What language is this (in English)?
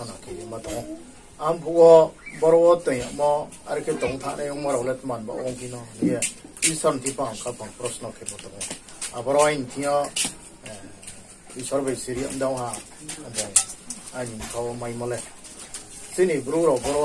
Riang (India)